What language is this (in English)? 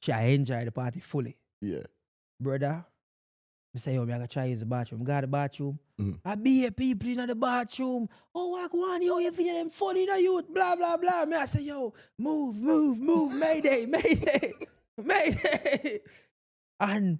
Jamaican Creole English